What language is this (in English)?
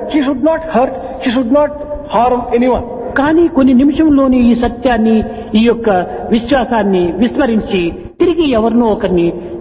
Telugu